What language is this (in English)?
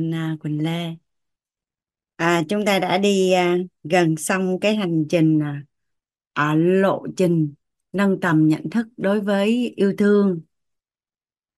Vietnamese